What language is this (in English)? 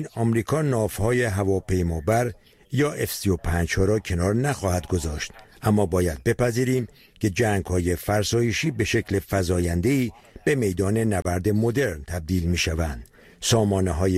Persian